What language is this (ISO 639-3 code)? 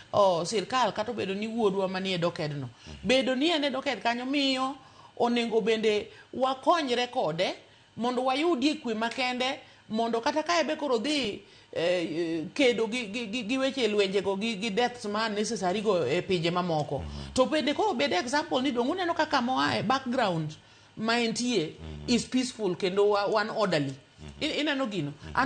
luo